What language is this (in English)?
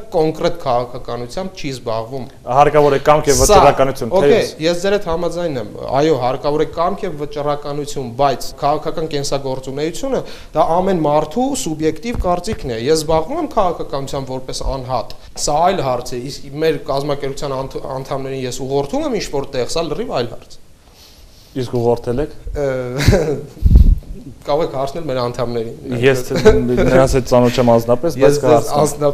Armenian